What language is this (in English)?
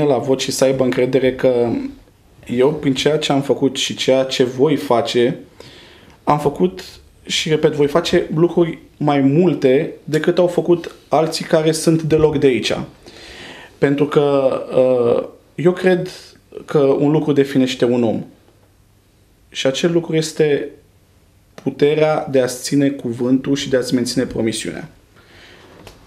Romanian